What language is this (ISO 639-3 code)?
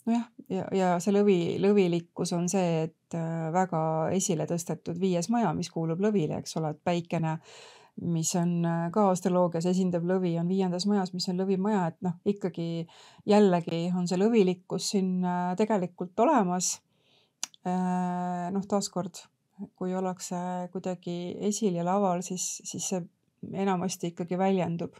est